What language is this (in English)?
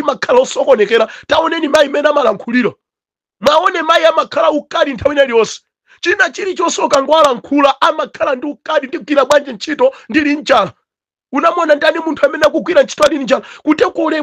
Nyanja